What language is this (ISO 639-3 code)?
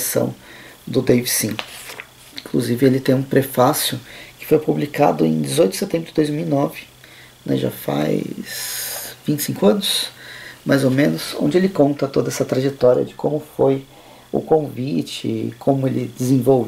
por